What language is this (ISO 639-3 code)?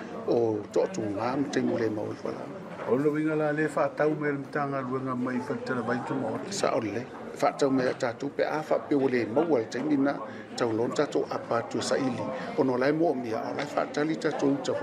smo